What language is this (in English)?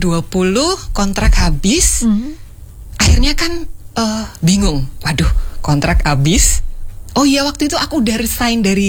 Indonesian